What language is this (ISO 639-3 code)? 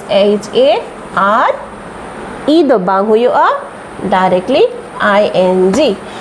sat